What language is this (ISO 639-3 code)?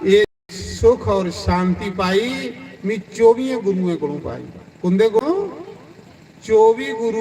doi